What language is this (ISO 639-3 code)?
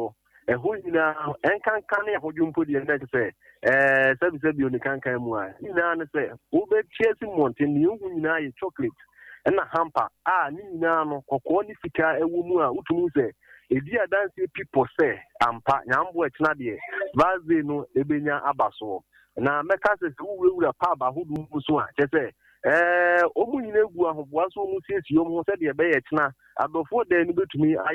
aka